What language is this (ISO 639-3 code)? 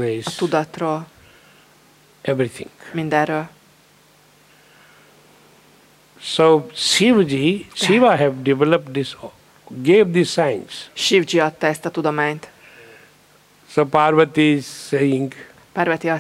hun